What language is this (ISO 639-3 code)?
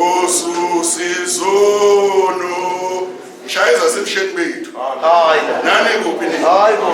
zul